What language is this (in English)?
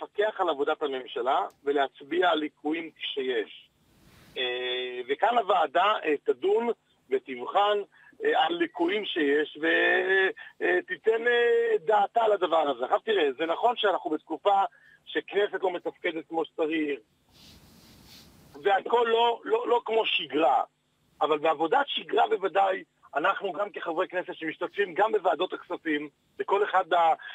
Hebrew